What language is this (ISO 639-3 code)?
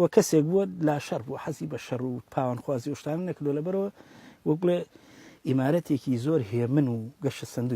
ckb